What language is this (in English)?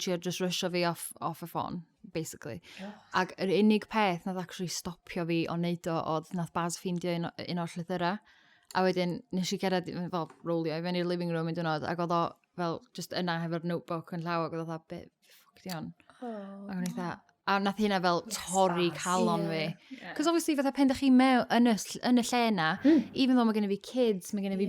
Welsh